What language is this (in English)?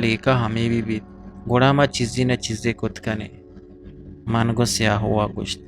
Eastern Balochi